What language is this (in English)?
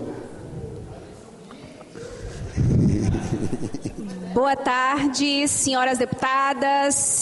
Portuguese